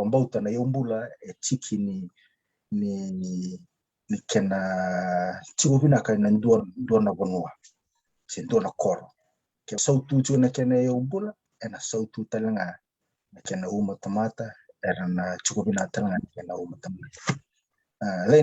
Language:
Fijian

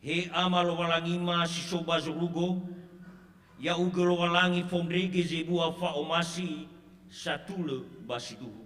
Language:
Nias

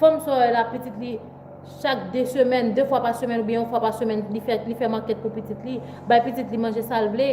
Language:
Haitian Creole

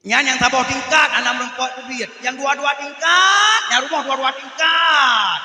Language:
Achinese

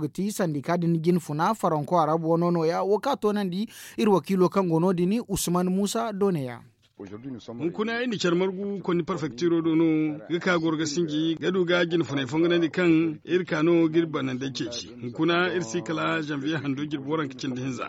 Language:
Zarma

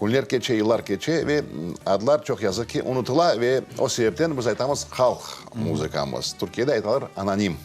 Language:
Crimean Tatar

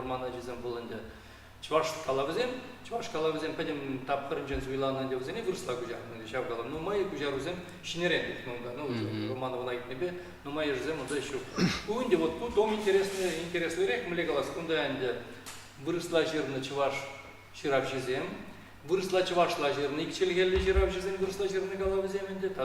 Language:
Chuvash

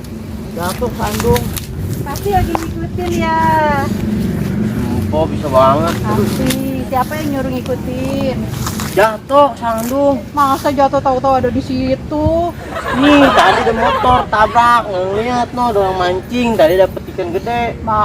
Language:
Betawi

